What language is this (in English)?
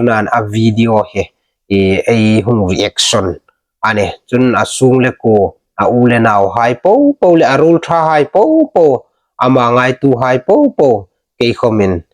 Hmar